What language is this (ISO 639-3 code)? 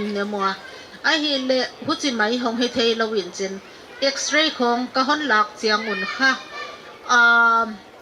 pck